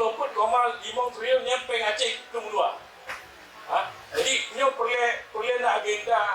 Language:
Achinese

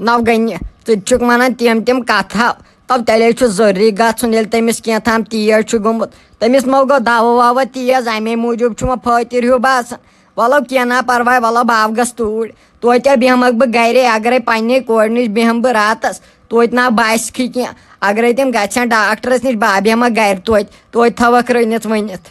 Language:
Kashmiri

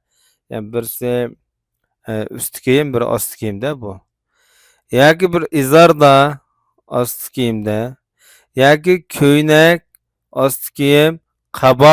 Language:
Uyghur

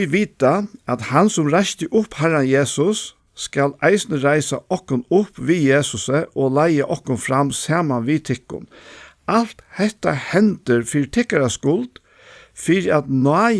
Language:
Faroese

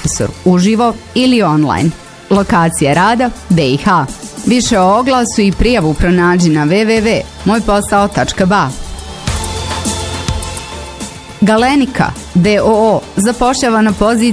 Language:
Bosnian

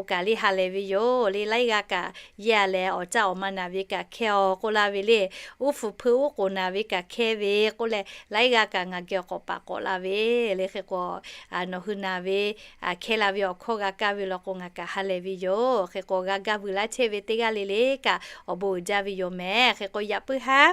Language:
Lahu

